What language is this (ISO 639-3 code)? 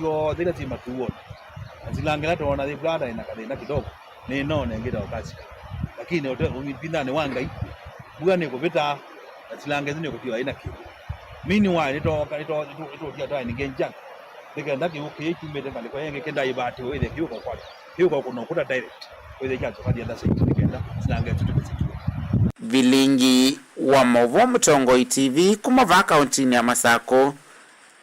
kam